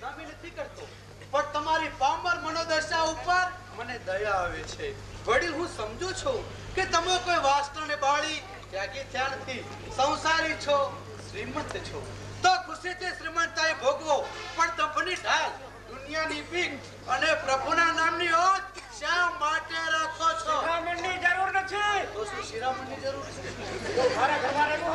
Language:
Gujarati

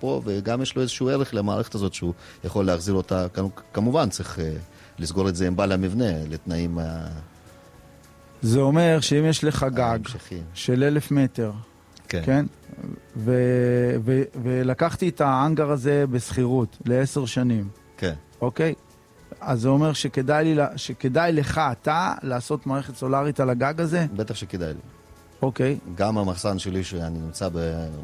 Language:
Hebrew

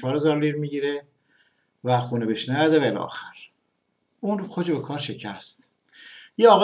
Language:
Persian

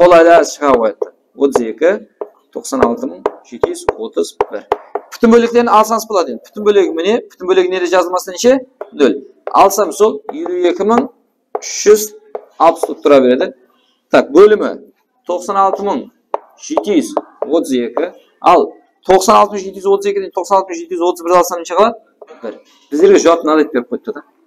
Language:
Kara-Kalpak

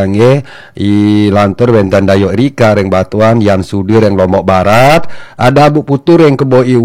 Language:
Balinese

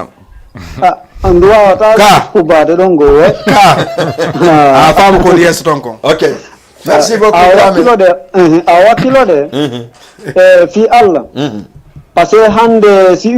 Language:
Fula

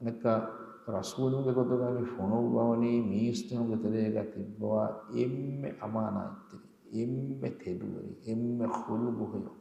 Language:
Divehi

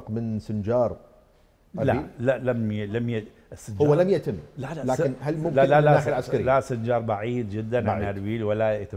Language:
Mesopotamian Arabic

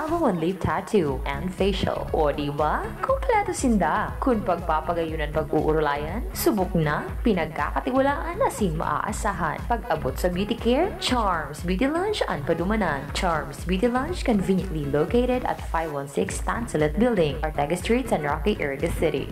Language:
Bikol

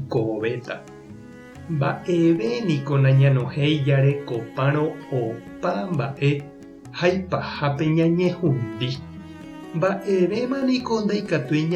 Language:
Guarani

